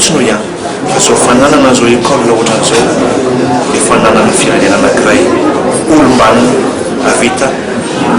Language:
Malagasy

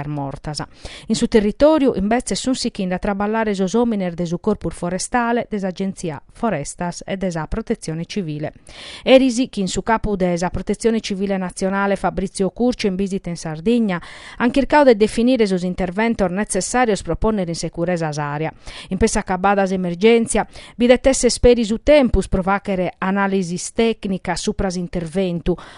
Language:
Sardinian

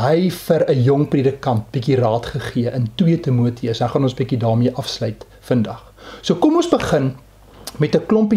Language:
Afrikaans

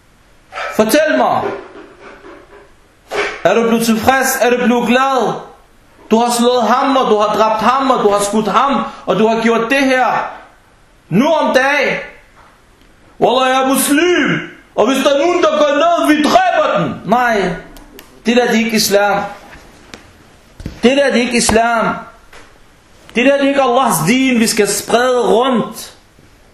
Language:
Danish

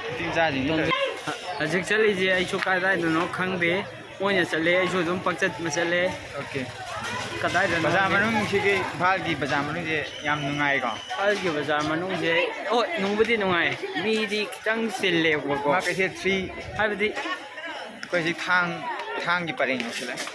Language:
Manipuri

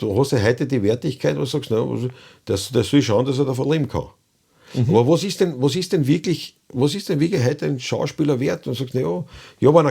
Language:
Bavarian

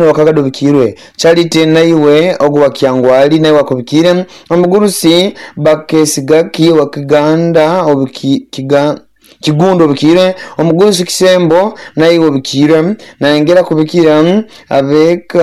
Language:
Nyoro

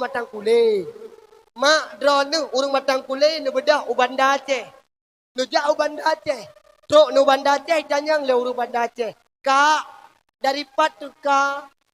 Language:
Achinese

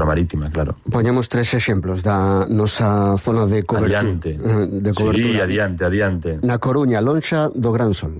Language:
Galician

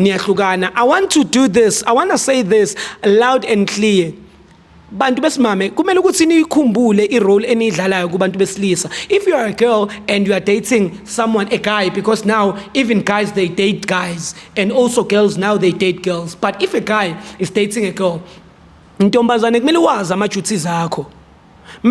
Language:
Zulu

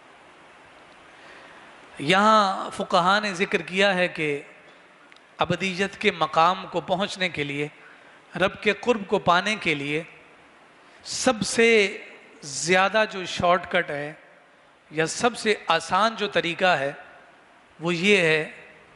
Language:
Urdu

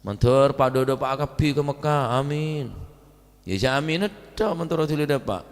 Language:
Madurese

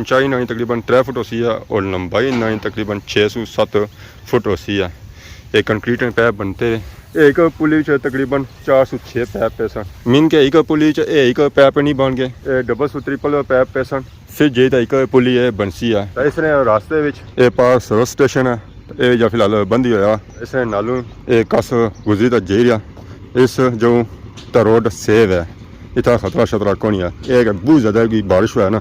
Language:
Pahari-Potwari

